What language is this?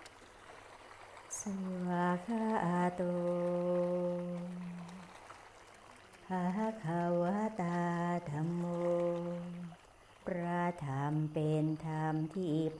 Thai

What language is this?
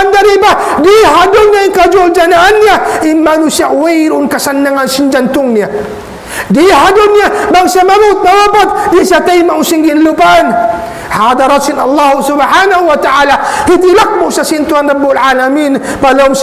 Tausug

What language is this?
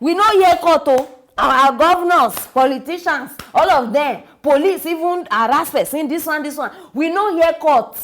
Nigerian Pidgin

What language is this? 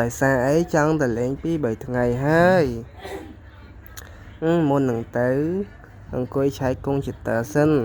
Khmer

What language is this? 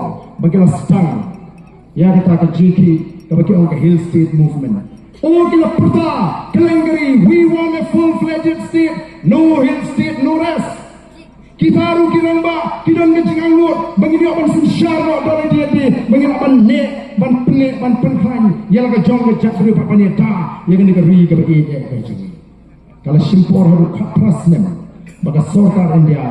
Khasi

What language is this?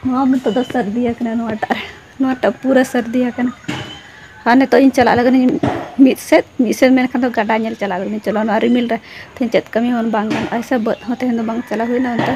Santali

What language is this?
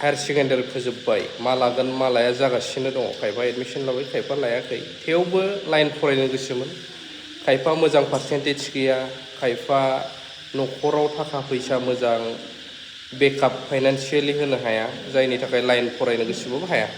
Bodo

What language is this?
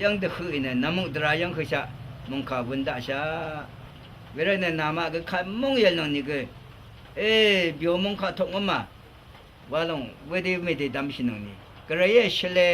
Rawang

